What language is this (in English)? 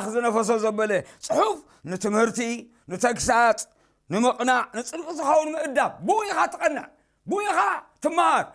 Tigrinya